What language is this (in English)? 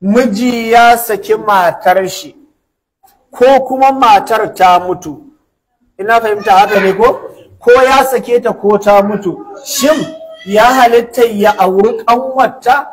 Hausa